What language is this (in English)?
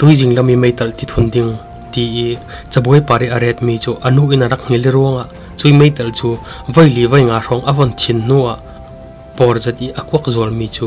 Falam Chin